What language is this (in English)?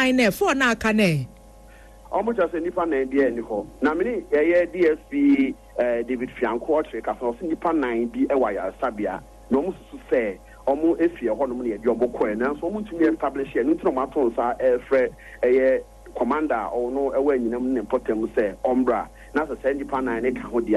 Akan